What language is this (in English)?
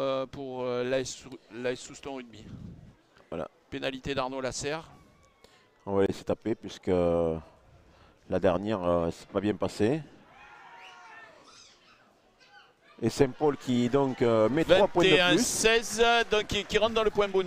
French